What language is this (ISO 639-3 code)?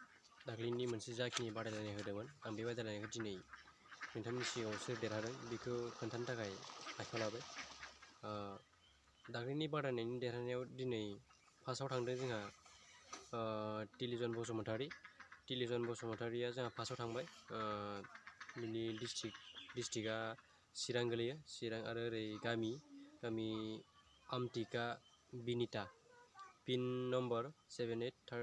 brx